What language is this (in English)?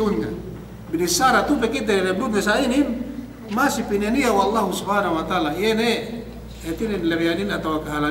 Yakan